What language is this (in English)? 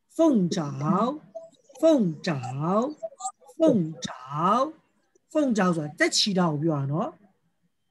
Burmese